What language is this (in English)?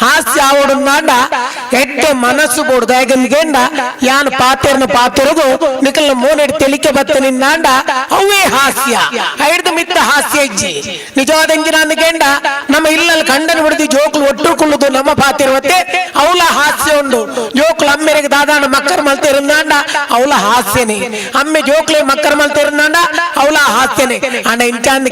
Tulu